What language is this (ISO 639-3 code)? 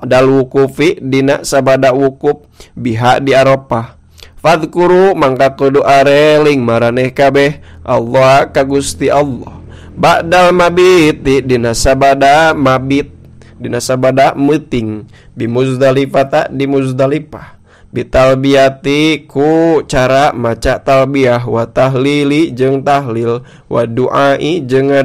sun